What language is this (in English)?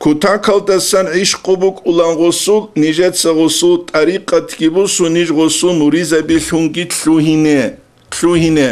Avaric